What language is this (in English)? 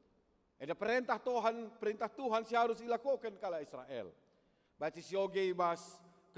Batak Karo